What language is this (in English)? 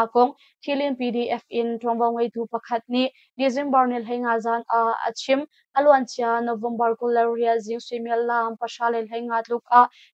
Hakha Chin